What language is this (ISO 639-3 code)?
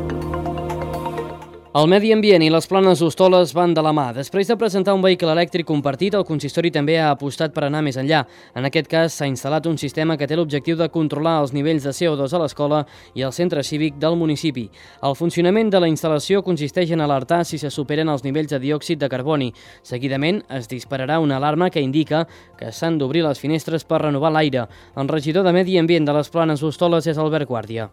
cat